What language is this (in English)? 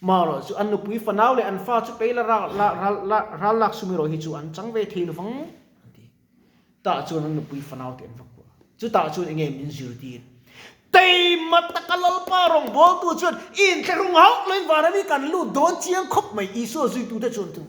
Mizo